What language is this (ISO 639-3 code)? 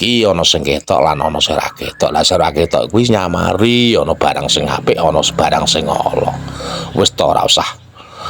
jav